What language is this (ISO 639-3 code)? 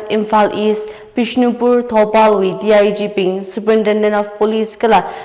nmf